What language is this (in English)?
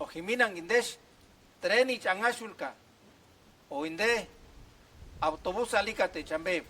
Purepecha